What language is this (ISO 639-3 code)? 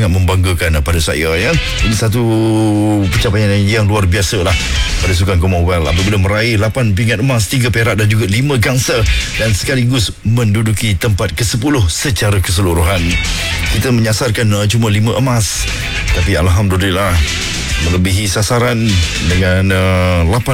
msa